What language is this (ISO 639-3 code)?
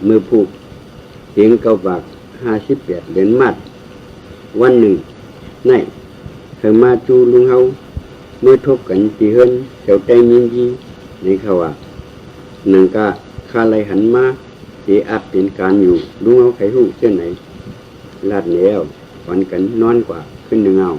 shn